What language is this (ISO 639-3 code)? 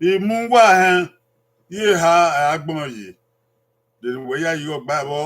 bin